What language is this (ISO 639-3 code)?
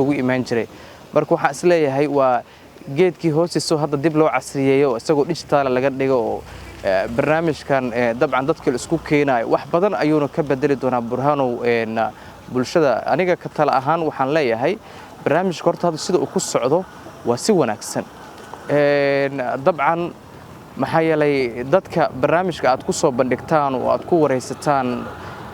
som